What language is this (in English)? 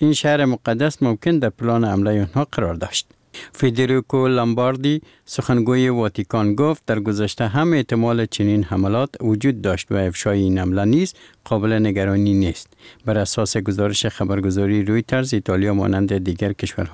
Persian